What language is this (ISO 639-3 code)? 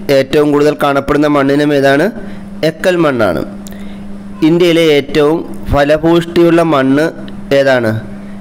mal